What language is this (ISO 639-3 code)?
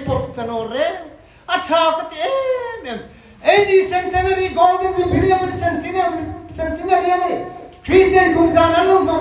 hmr